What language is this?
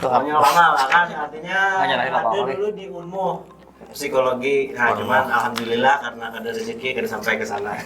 Banjar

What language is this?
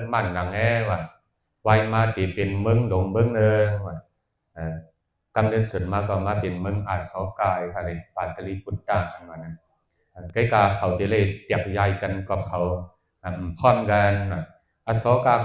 Shan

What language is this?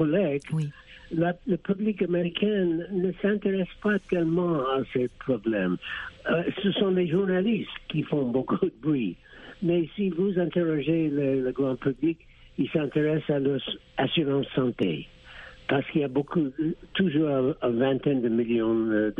French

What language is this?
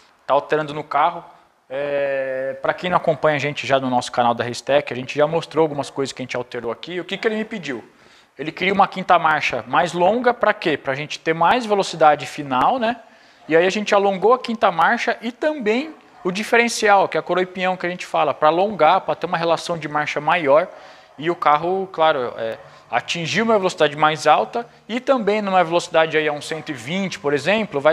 Portuguese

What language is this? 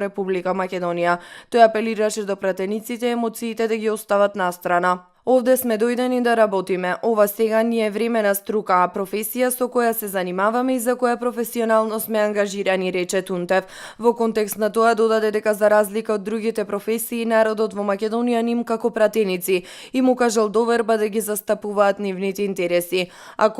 Macedonian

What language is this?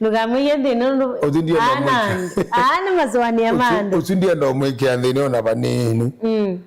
Kamba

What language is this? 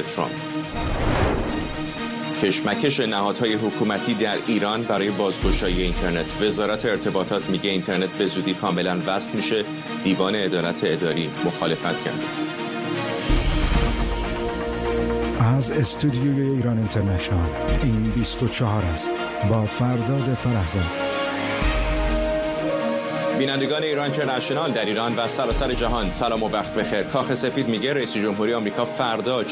Persian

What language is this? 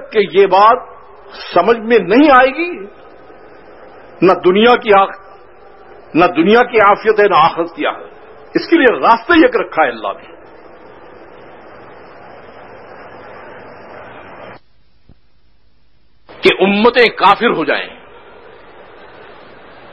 Urdu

